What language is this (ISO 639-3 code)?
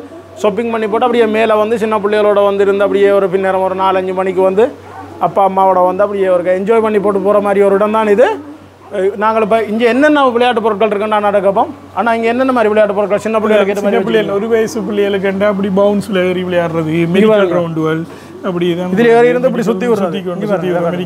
tam